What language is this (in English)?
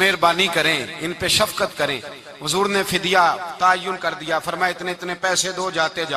Urdu